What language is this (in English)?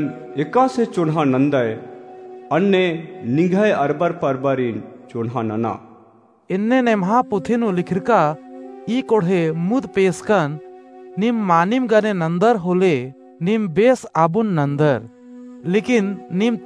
Kurukh